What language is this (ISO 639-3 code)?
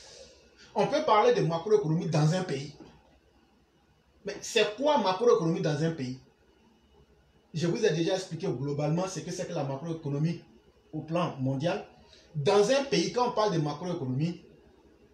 fra